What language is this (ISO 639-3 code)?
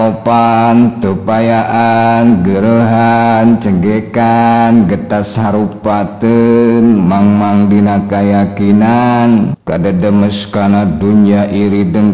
sun